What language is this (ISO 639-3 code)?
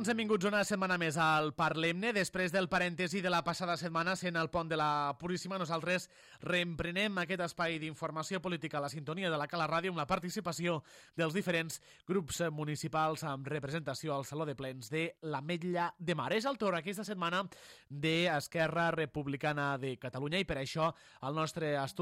cat